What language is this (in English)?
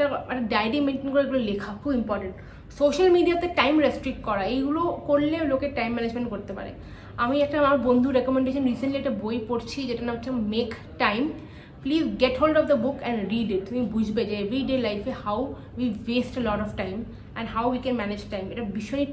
Bangla